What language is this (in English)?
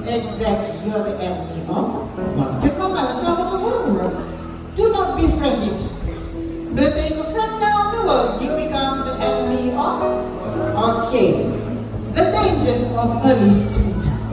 Fijian